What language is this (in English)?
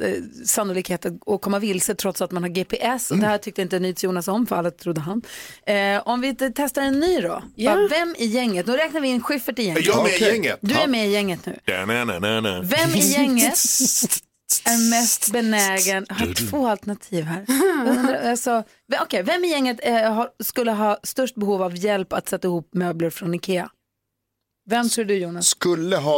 Swedish